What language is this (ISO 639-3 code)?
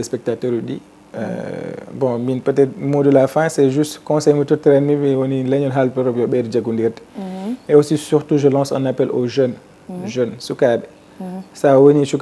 ful